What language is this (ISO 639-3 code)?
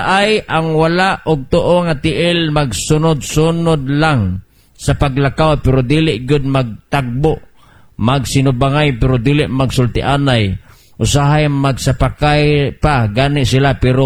ceb